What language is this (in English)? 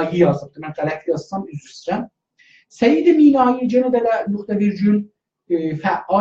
South Azerbaijani